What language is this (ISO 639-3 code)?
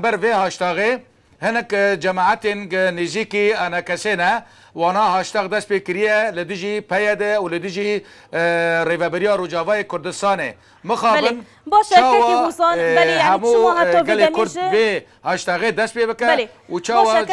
kur